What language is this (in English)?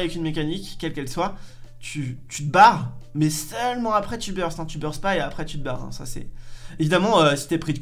French